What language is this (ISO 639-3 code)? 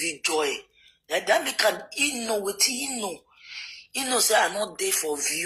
pcm